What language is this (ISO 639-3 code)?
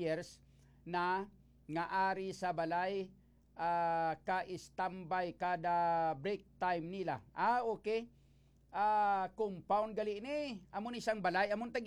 hil